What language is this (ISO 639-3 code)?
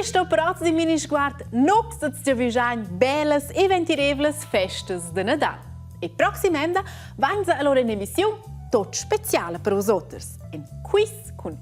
roh